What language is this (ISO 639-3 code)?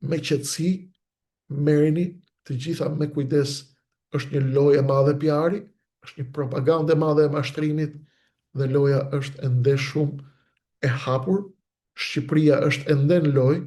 sqi